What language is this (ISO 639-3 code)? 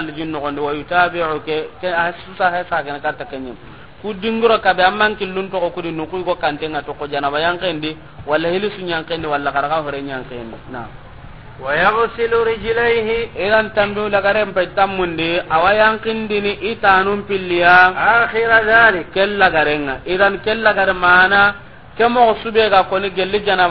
snk